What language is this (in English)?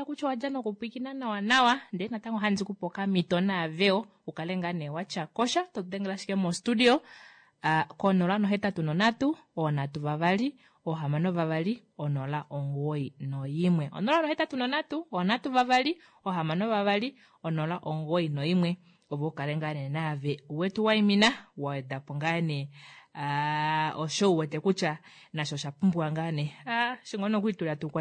Kuanyama